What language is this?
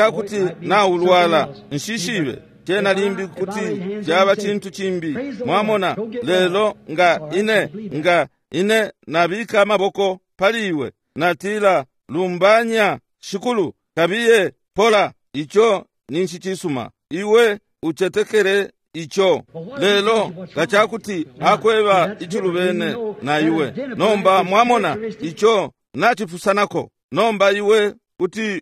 Bemba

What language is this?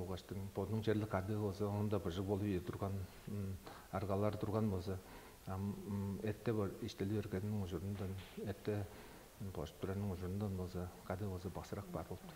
Tuvinian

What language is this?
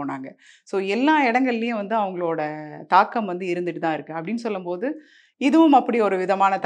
Tamil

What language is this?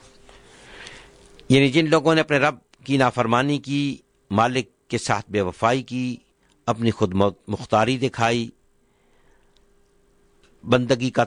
Urdu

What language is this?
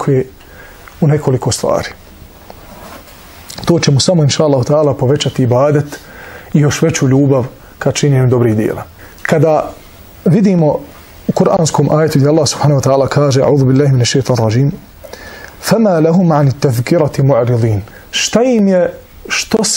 Bosnian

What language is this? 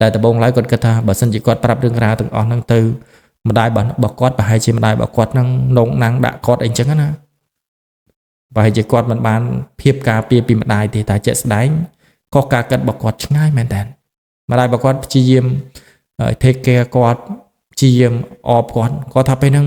Khmer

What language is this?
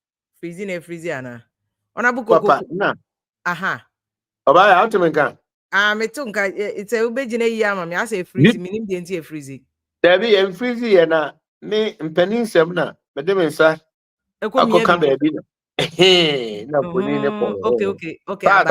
Akan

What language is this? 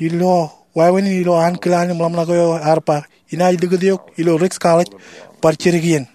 Marshallese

